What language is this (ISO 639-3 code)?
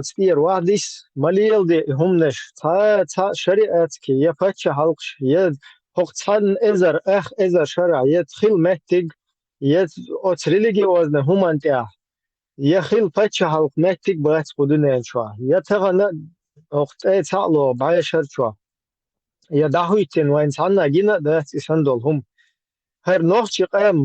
che